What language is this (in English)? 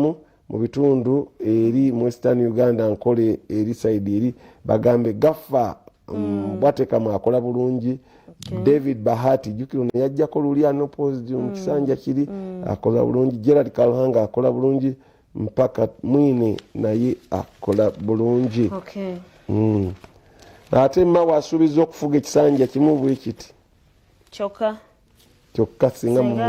Ganda